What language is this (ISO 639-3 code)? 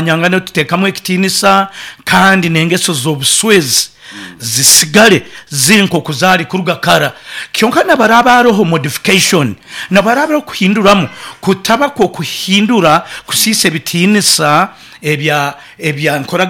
nyo